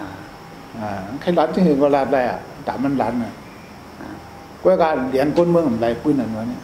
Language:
Shan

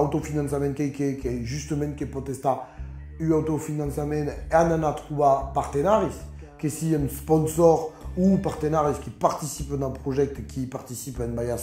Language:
Occitan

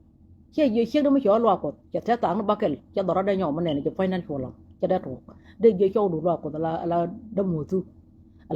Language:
Nuer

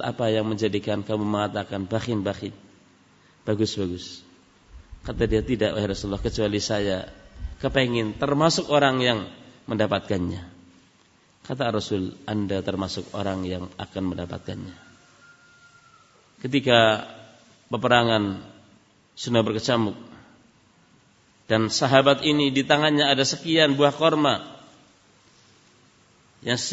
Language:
Indonesian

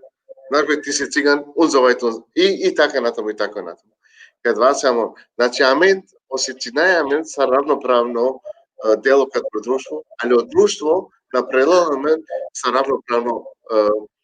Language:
Balkan Romani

